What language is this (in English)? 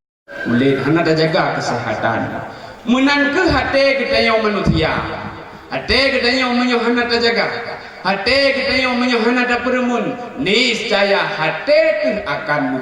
Achinese